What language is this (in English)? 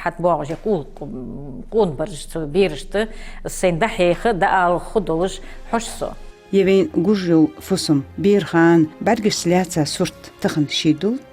Ingush